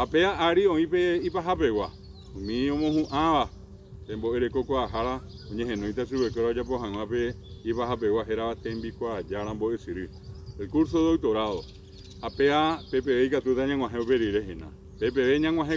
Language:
Guarani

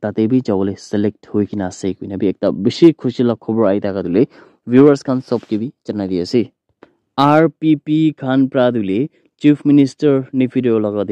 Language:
Naga Pidgin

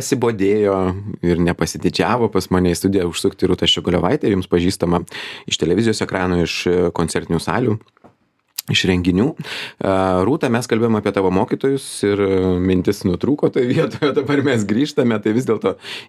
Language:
Lithuanian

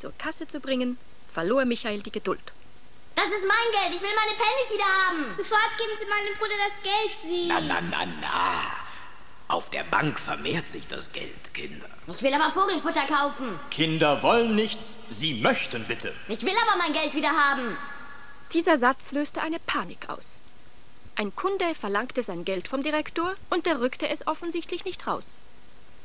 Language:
German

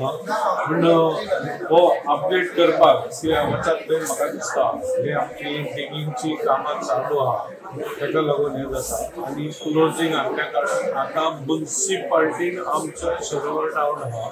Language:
Konkani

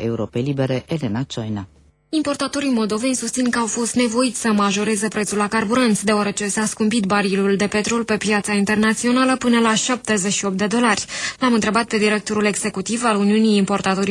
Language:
Romanian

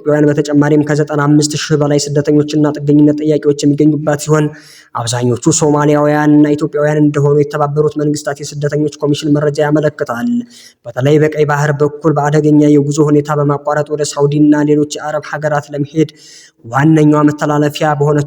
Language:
Amharic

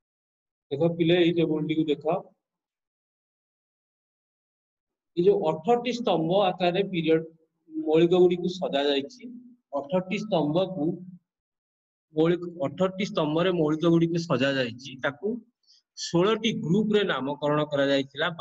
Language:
Odia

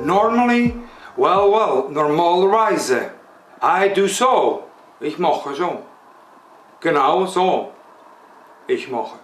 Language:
Swiss German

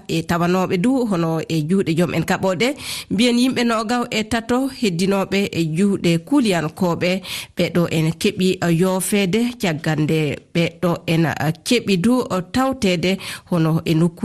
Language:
Fula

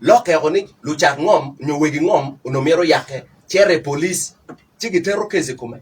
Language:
Acoli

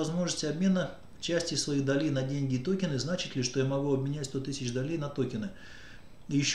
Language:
Russian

